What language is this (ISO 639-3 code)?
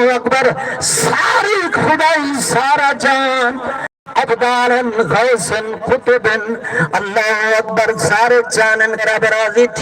skr